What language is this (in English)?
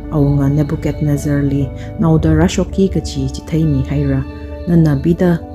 Tangkhul Naga (India)